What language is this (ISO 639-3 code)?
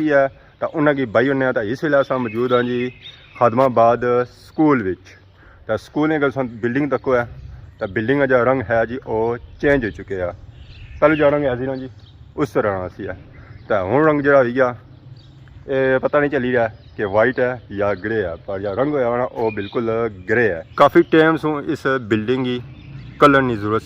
phr